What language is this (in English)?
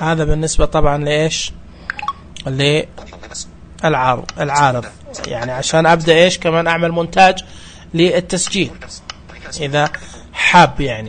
Najdi Arabic